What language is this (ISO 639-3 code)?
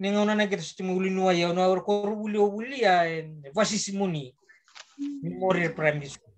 fij